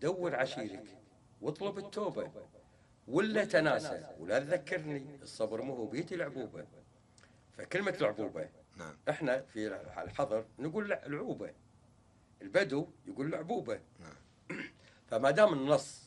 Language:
Gulf Arabic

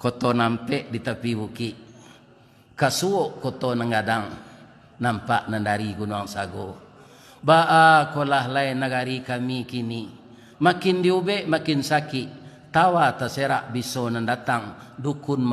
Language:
Minangkabau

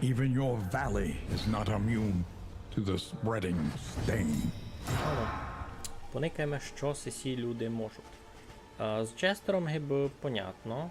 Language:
Rusyn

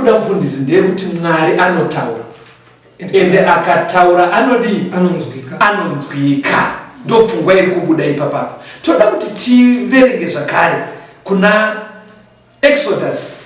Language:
Shona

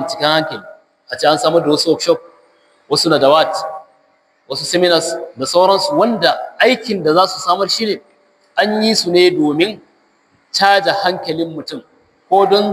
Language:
Hausa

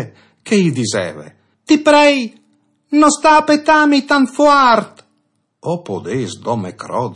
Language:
Friulian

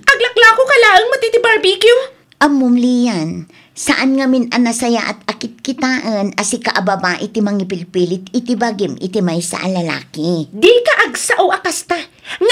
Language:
Iloko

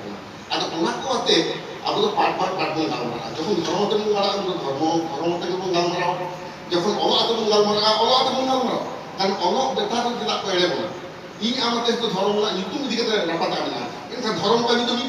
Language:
Santali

